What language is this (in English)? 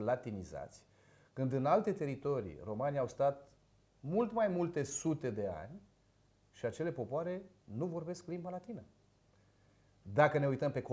Romanian